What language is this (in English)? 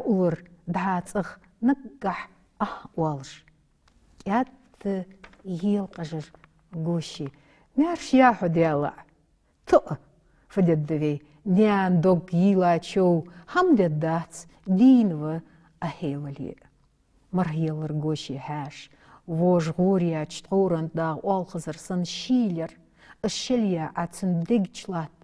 Ingush